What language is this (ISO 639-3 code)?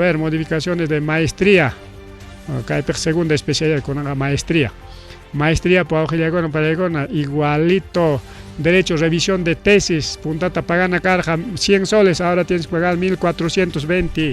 quy